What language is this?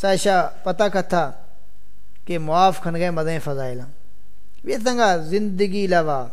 Saraiki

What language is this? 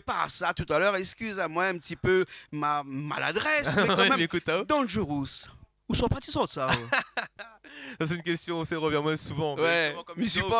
Réunion Creole French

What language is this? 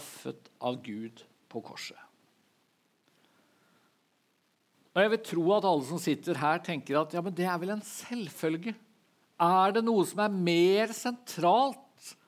Norwegian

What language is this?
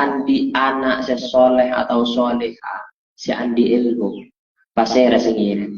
Madurese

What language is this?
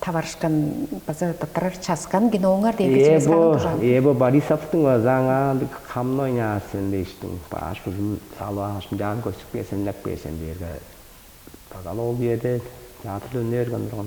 Tuvinian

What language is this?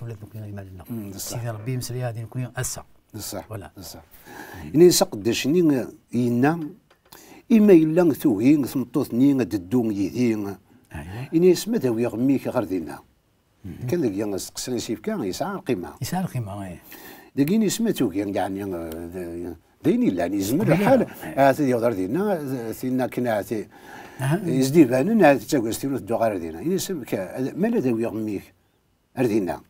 Kabyle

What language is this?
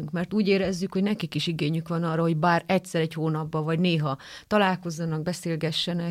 Hungarian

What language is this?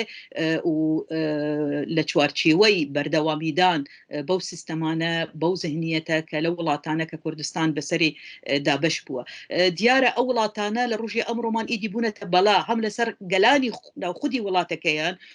Central Kurdish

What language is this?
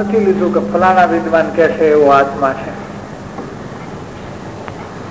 Gujarati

